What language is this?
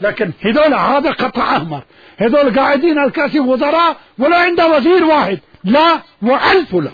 Mesopotamian Arabic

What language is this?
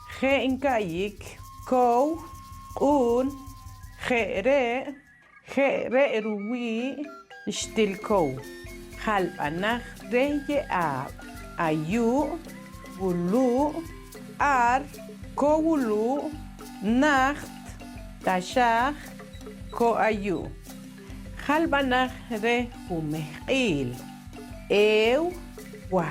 Poqomchi'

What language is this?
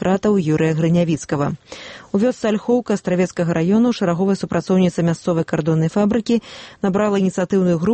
Belarusian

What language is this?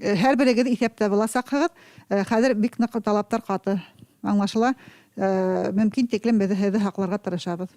Bashkir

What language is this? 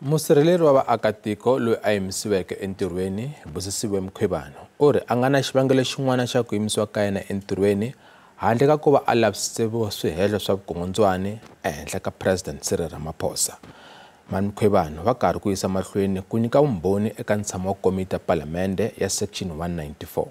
Tsonga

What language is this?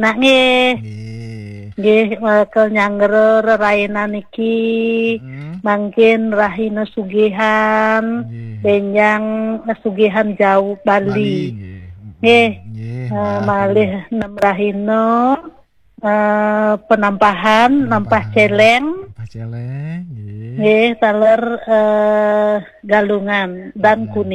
Balinese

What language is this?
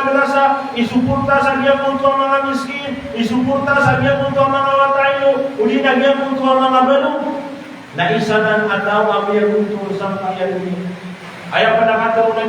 Maranao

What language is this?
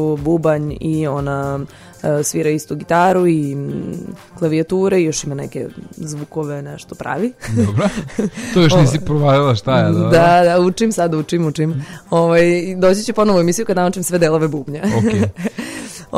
Serbian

